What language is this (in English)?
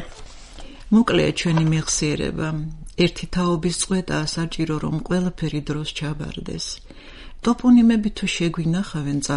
Georgian